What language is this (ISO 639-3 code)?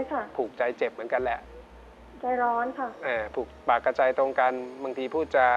tha